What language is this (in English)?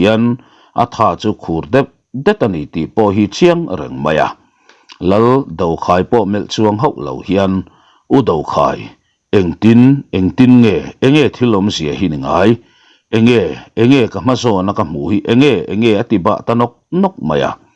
Mizo